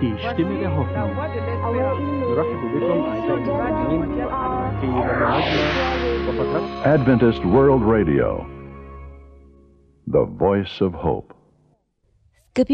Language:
Bulgarian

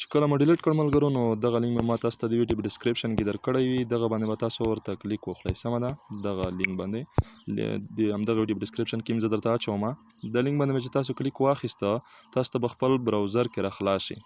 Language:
Pashto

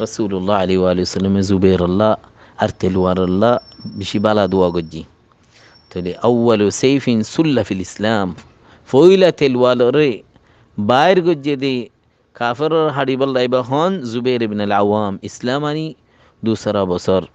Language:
Rohingya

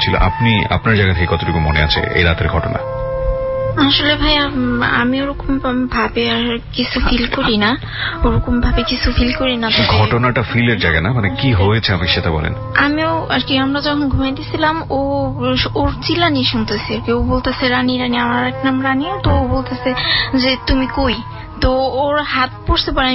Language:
Bangla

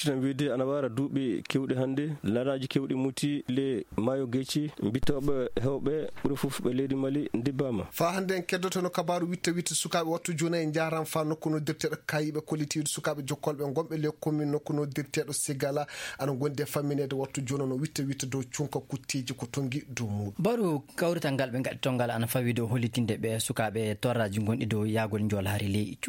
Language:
Fula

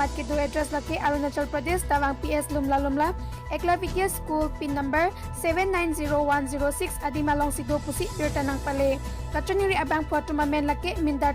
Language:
Karbi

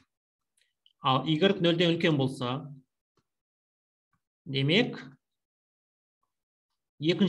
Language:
Kazakh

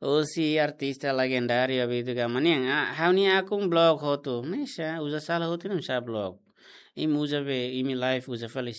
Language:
Tetum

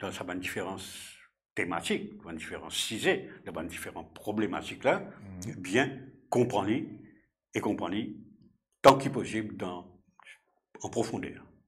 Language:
Morisyen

